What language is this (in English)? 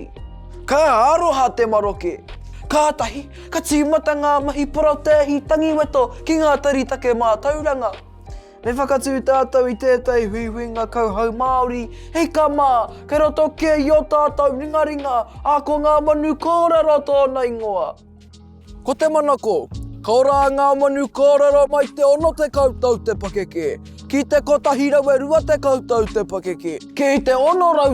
Māori